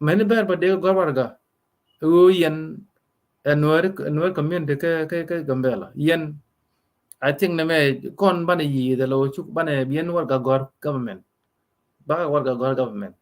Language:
Nuer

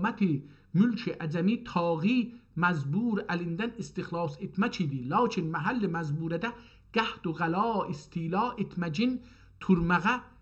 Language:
South Azerbaijani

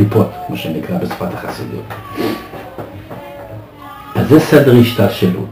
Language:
Hebrew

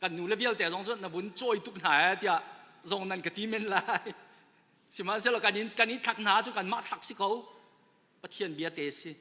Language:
Hakha Chin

